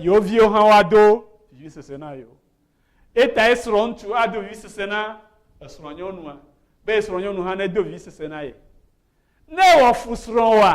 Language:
Ewe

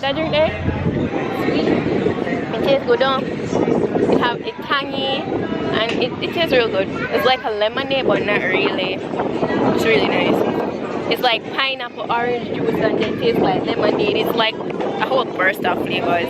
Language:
Jamaican Creole English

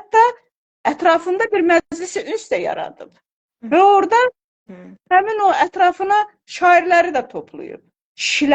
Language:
Azerbaijani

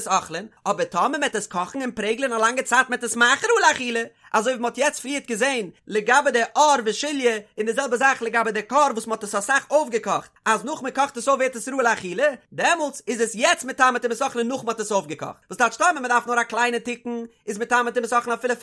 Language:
Yiddish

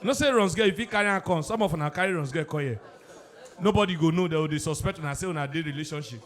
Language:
Nigerian Pidgin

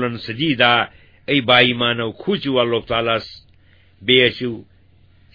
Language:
Kashmiri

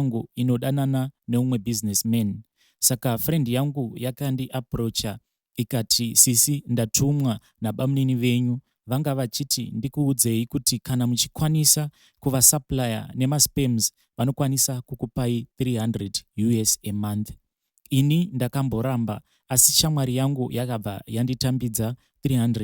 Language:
Shona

